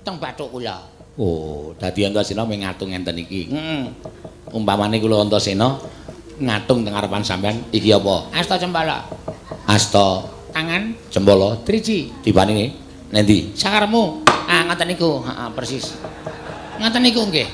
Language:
Javanese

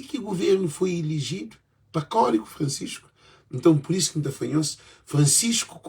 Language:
Kabuverdianu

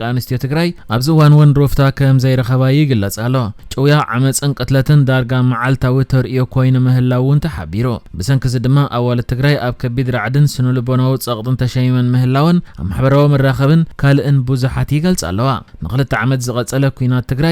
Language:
Tigrinya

